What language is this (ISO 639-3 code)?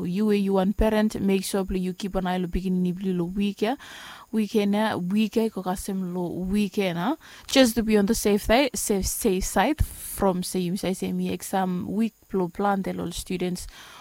bis